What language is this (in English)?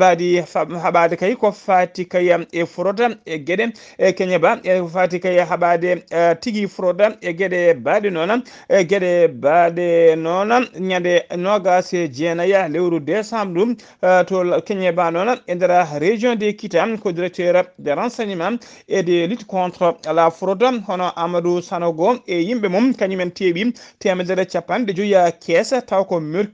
Fula